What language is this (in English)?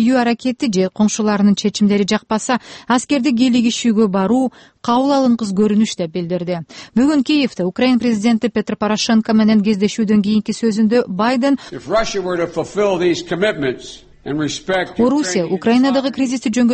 Kyrgyz